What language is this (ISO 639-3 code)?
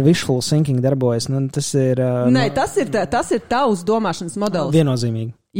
lav